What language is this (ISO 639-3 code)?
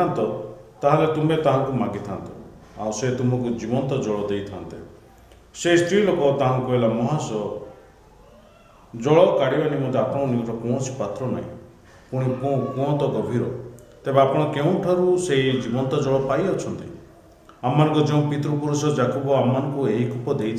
ori